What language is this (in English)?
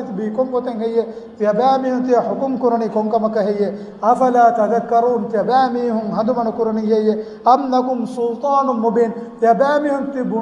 Divehi